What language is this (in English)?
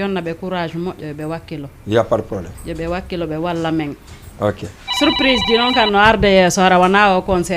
Fula